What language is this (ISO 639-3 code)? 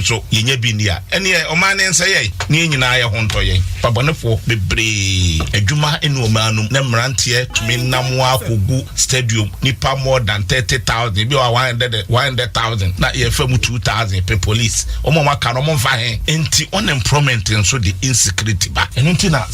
aka